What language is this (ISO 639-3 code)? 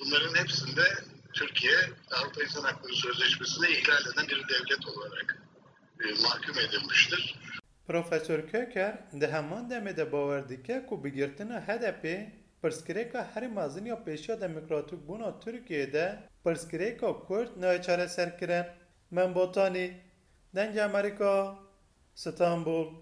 kur